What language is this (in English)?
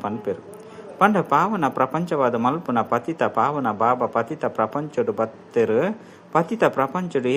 Tulu